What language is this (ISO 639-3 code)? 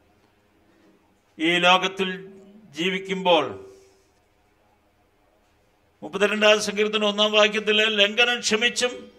mal